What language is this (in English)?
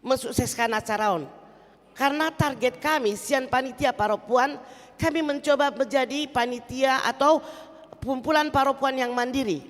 Batak Toba